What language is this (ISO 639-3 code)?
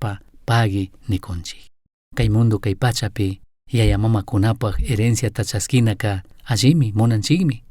qug